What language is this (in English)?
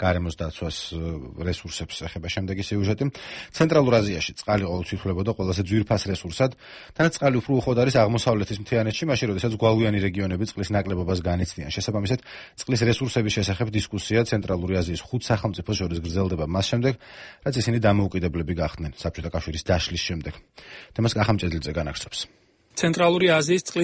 Georgian